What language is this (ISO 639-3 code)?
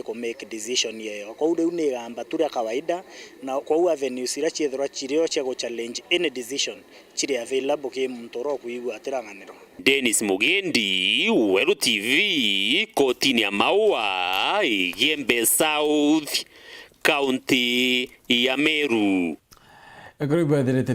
mer